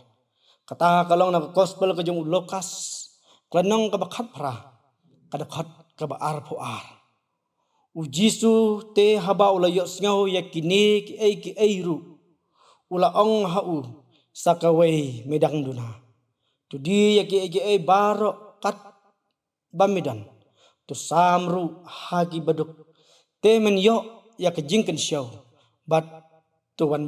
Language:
Khasi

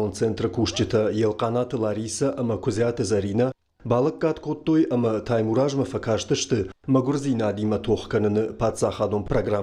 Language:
Ossetic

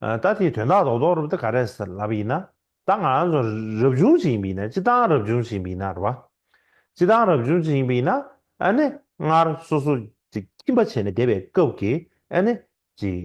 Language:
Tibetan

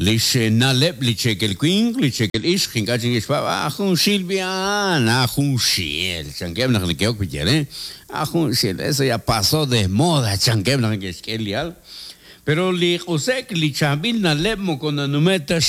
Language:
Kekchí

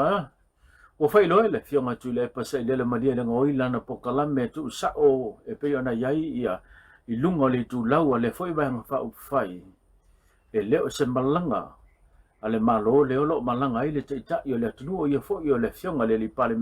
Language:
Samoan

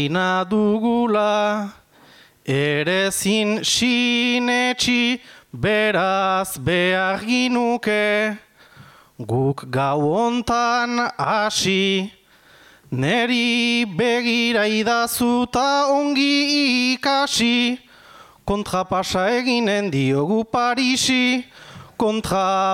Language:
Basque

